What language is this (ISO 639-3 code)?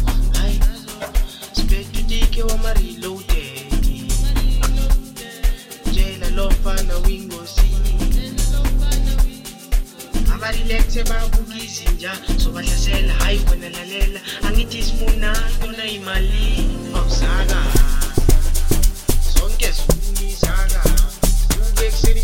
zul